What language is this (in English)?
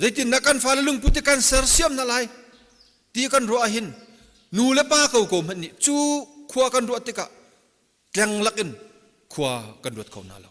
Hakha Chin